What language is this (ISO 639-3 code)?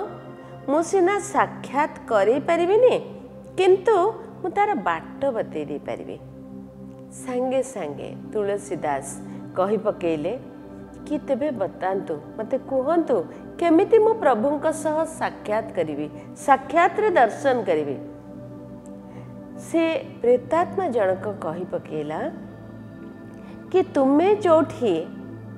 ori